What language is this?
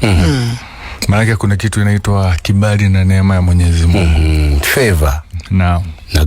Swahili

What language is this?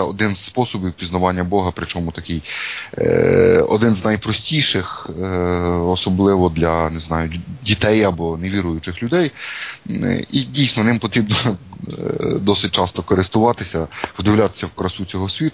Ukrainian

